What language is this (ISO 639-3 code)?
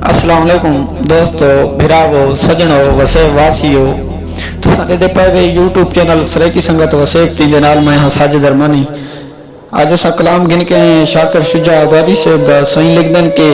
skr